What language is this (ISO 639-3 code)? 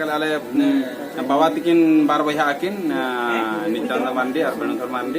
sat